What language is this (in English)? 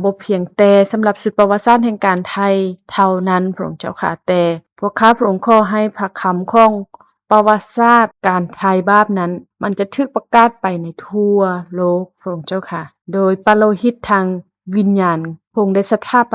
Lao